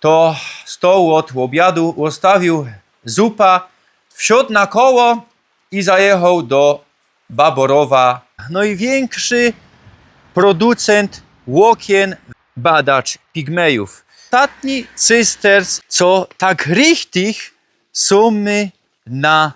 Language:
Silesian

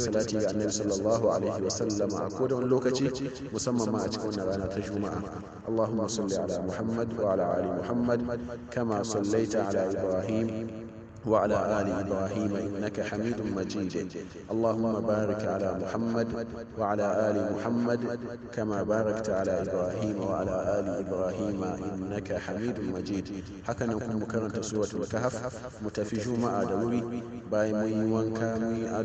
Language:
Hausa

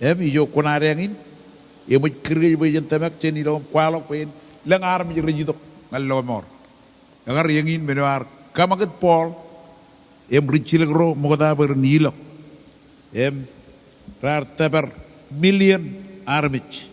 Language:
Marshallese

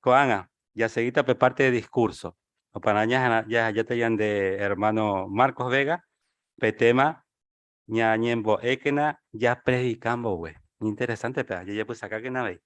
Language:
Guarani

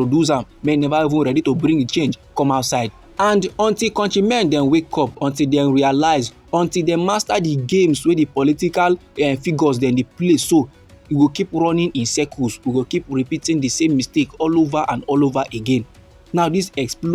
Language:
Nigerian Pidgin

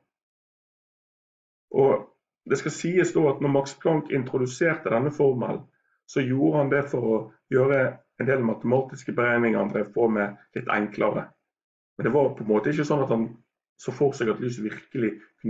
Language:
Norwegian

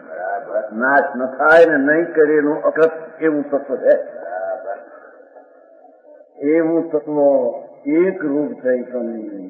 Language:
Gujarati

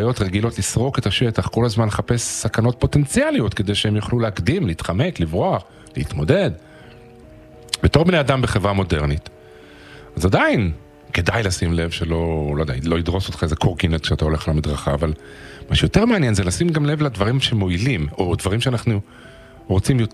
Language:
Hebrew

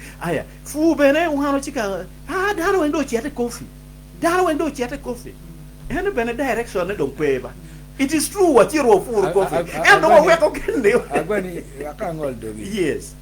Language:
Acoli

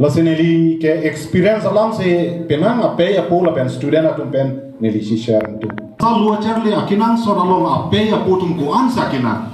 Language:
Karbi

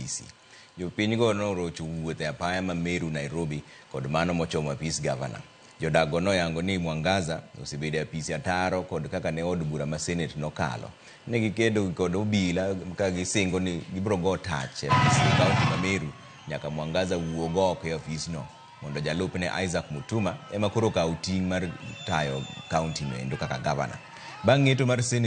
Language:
Luo (Kenya and Tanzania)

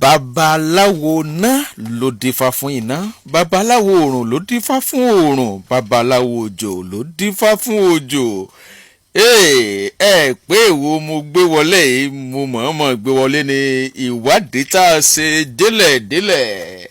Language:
Yoruba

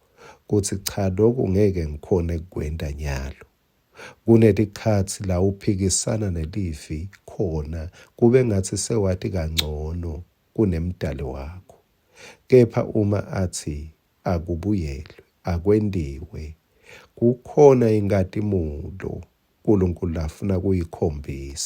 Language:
Swati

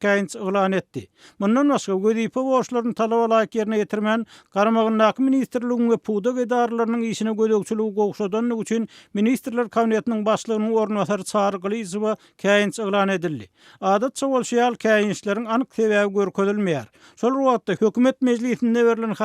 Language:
Turkmen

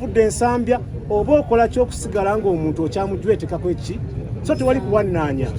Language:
Ganda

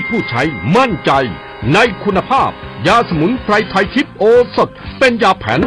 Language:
Thai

